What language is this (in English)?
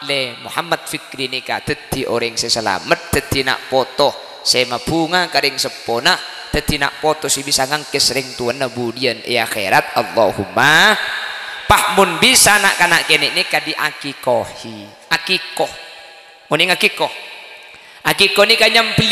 Madurese